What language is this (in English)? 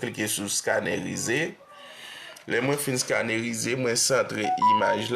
Haitian Creole